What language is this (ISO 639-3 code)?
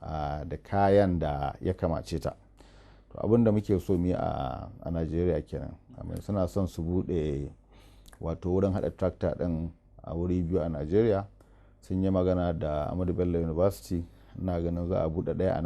hau